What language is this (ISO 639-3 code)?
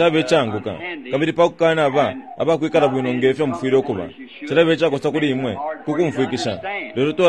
bem